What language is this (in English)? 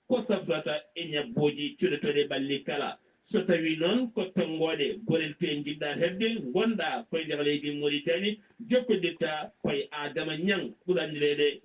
Fula